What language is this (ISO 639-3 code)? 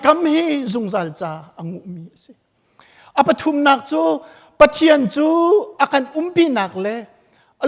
cnh